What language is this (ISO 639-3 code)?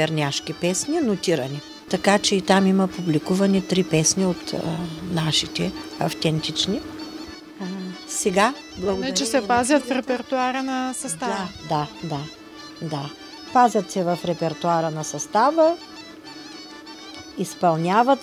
bul